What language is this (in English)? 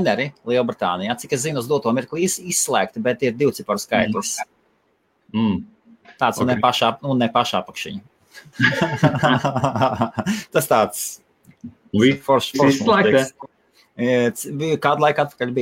Latvian